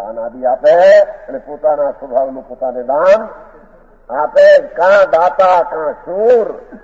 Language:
Gujarati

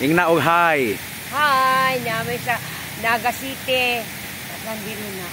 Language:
Cebuano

